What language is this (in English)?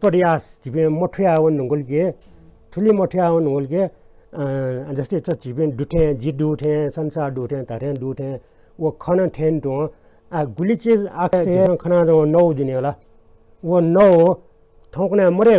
Newari